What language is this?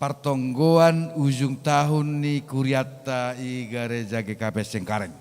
Batak Simalungun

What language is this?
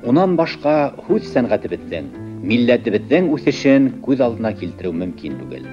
Bashkir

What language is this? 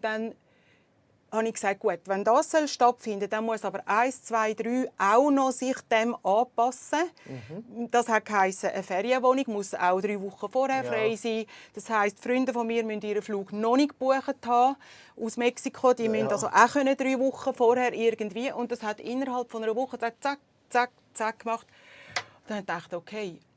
Swiss German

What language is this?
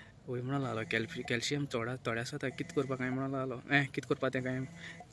Konkani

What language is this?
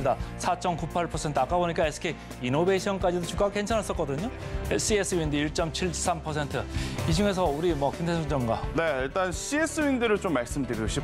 Korean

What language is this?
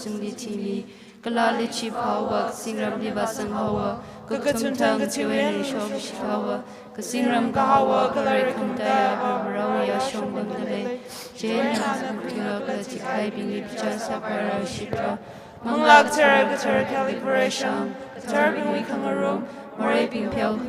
Tangkhul Naga (India)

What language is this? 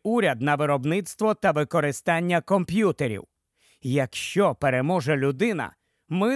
Ukrainian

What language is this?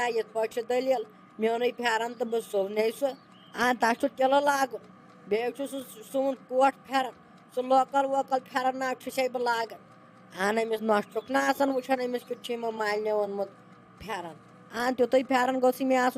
Kashmiri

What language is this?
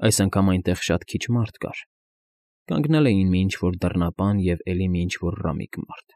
Armenian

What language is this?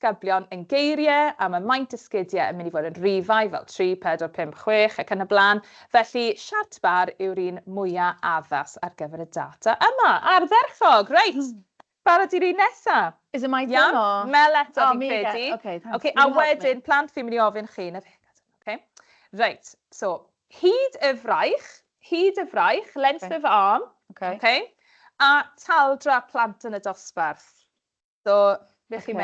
Welsh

